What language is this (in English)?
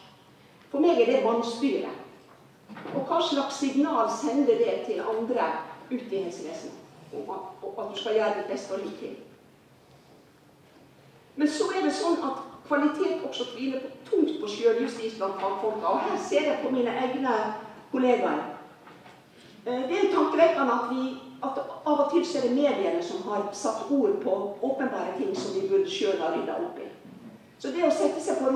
Norwegian